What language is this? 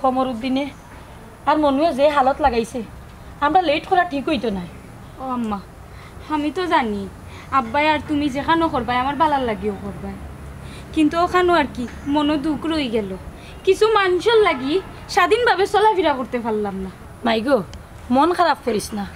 Sylheti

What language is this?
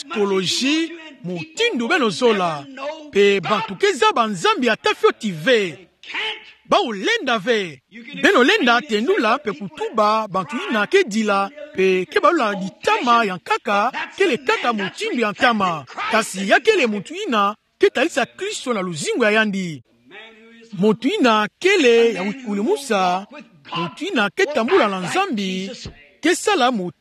Kituba (Democratic Republic of Congo)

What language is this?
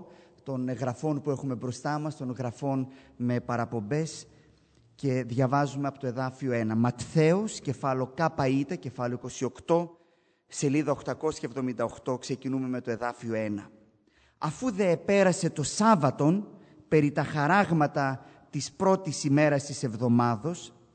Greek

